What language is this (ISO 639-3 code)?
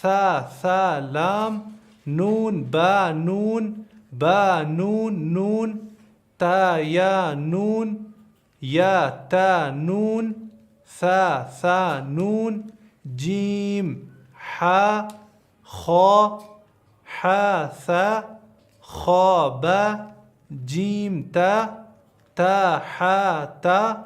pus